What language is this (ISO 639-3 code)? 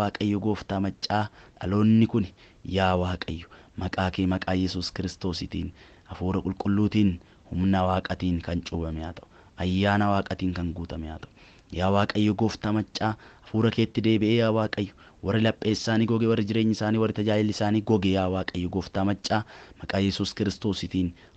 orm